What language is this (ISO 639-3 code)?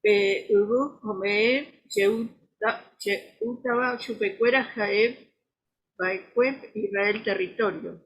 grn